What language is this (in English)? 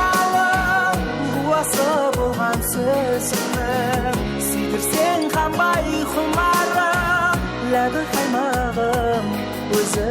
Kara-Kalpak